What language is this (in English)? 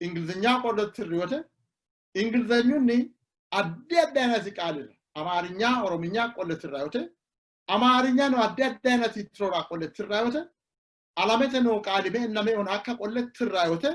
Sidamo